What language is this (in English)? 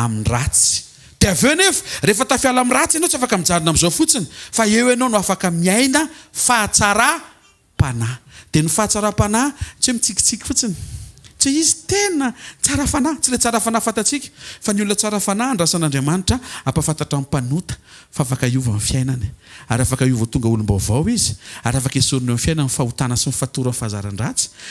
Malagasy